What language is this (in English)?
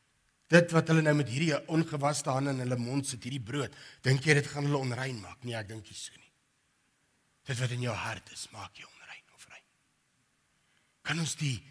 Afrikaans